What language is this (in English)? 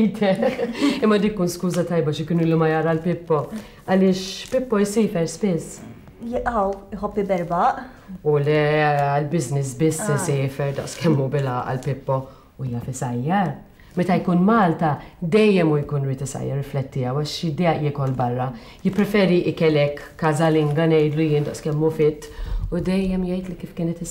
Maltese